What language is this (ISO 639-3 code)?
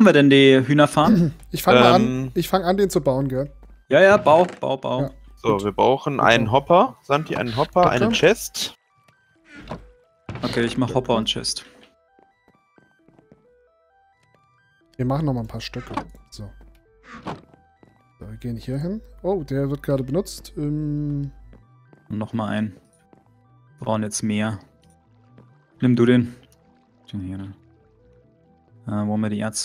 deu